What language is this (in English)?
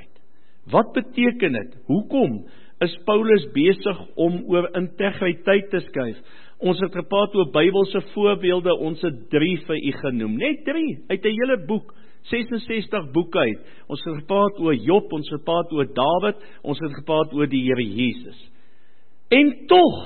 Afrikaans